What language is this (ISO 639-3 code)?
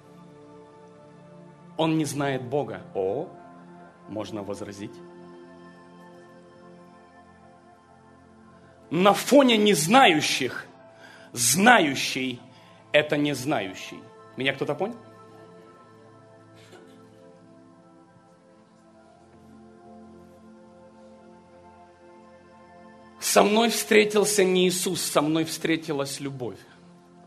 rus